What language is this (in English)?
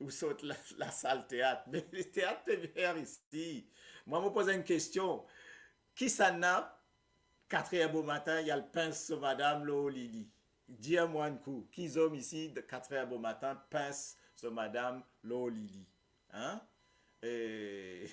Morisyen